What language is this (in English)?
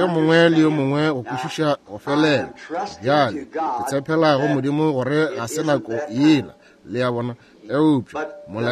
Northern Sotho